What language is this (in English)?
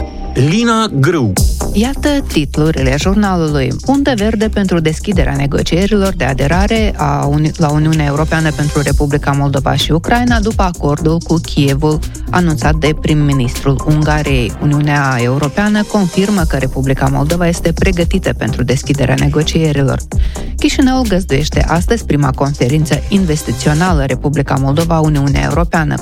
Romanian